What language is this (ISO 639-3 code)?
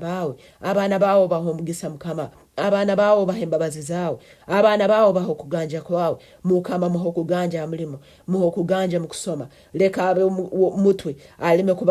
nyn